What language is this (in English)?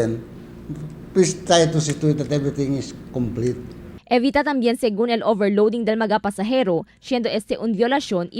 Chavacano